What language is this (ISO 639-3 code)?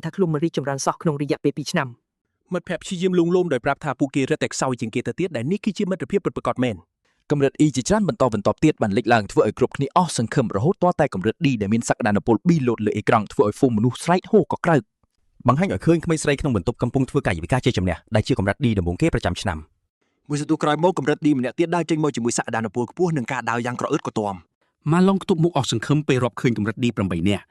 khm